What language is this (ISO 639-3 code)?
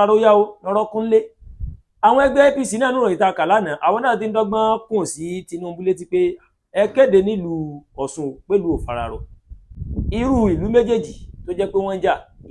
yor